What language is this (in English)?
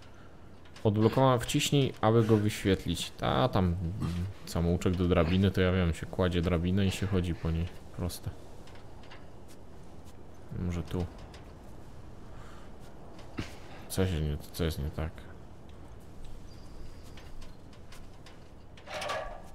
Polish